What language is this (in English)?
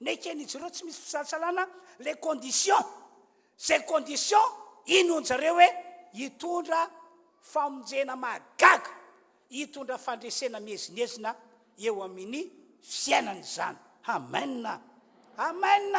Malagasy